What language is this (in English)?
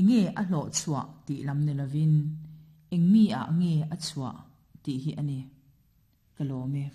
Mizo